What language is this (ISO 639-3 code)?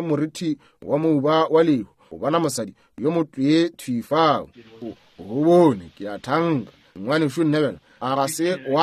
nso